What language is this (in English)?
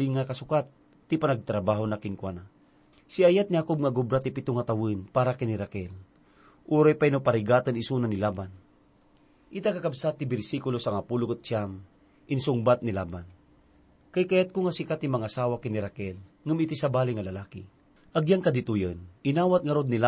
Iloko